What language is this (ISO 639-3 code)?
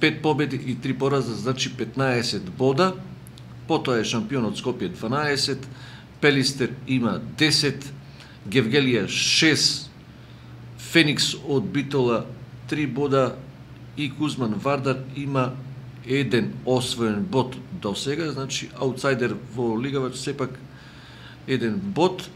mkd